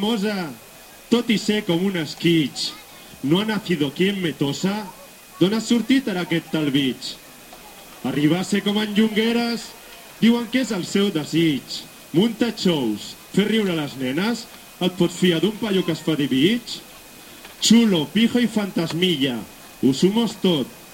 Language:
Catalan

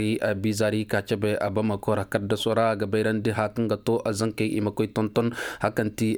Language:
Koyraboro Senni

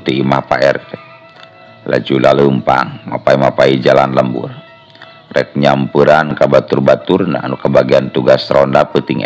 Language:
Sundanese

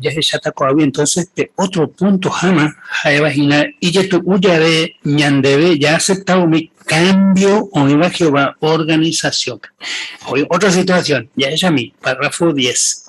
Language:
Guarani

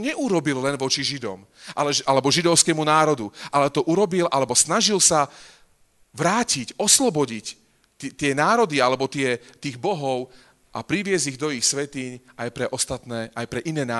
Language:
Slovak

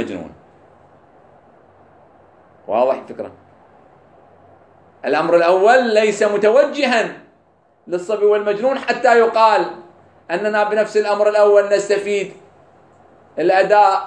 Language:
Arabic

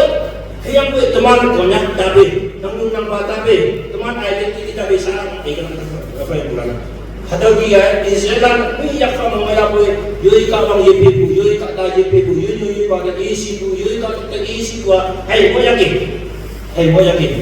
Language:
Naga Pidgin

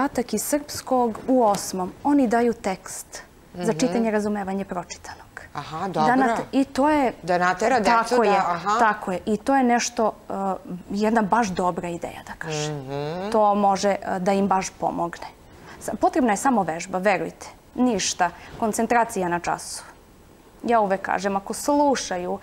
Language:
Serbian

